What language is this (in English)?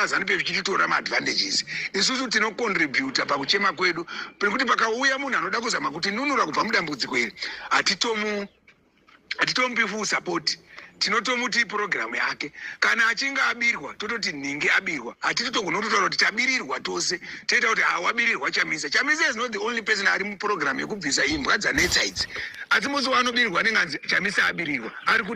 Shona